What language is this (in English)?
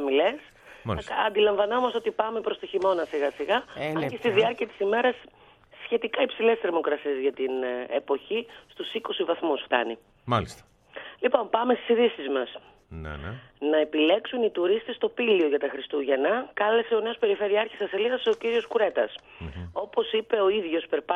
Greek